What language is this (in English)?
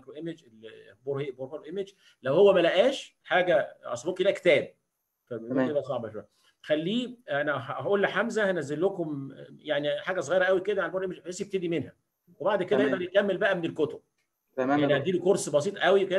Egyptian Arabic